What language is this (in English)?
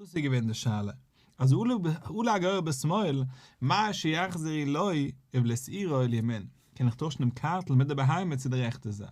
Yiddish